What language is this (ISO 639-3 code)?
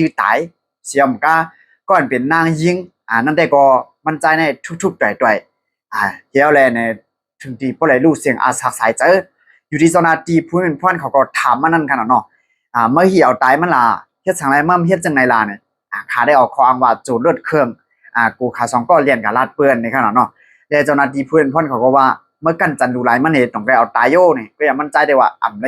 shn